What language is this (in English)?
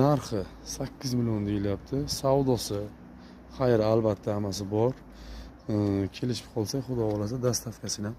Uzbek